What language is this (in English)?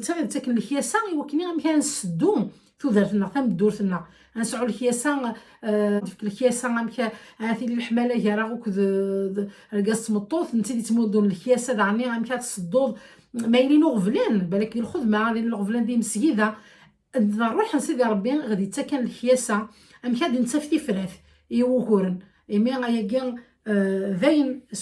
Kabyle